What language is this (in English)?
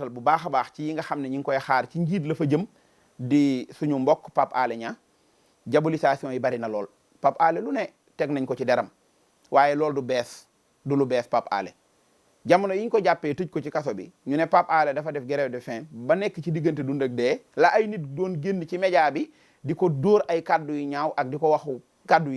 Wolof